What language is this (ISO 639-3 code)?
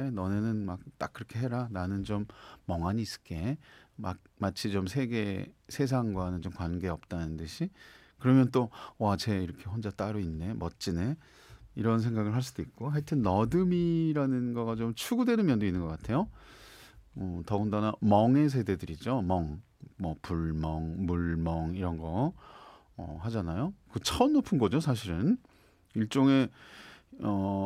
kor